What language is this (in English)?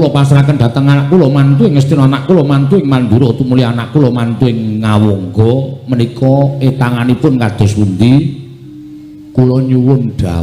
Javanese